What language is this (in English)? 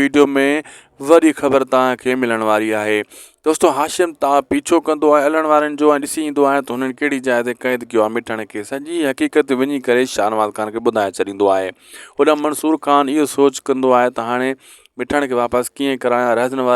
Sindhi